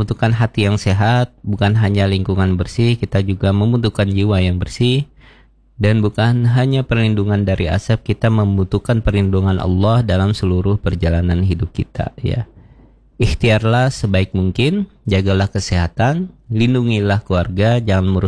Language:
Indonesian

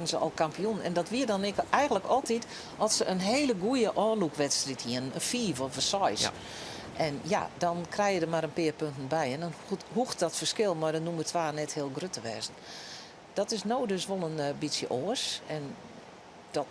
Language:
Western Frisian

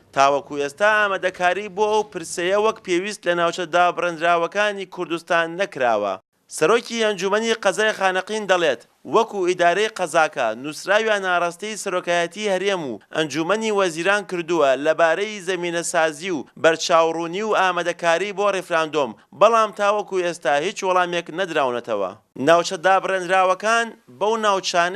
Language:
Central Kurdish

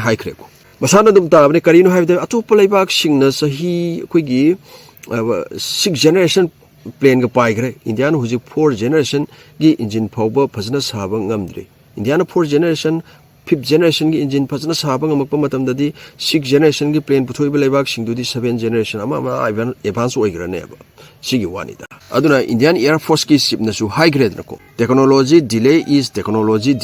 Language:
Manipuri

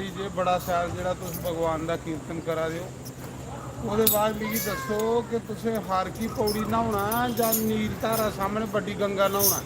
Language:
Dogri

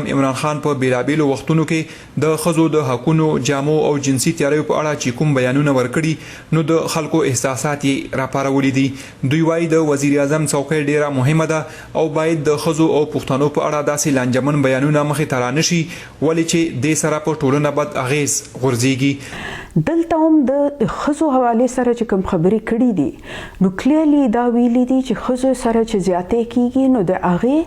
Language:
Pashto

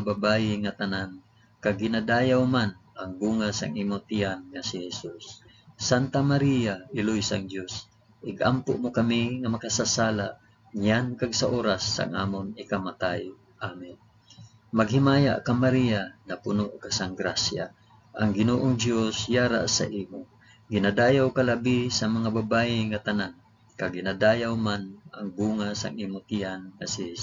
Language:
Hiligaynon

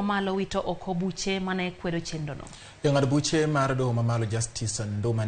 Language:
Luo (Kenya and Tanzania)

